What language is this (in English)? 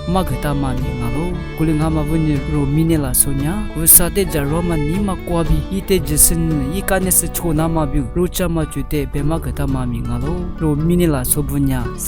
Lisu